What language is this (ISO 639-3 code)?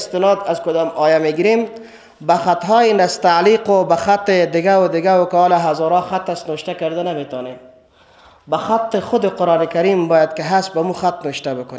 fas